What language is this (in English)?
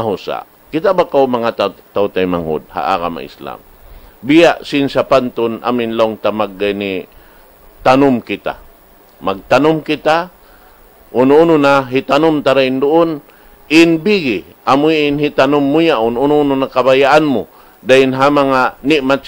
Tausug